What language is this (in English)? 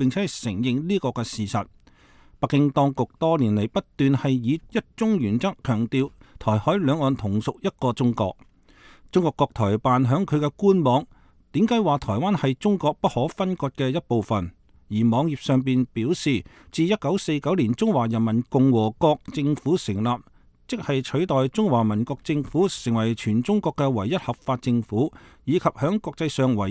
Cantonese